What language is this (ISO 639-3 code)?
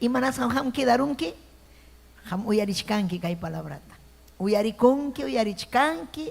quy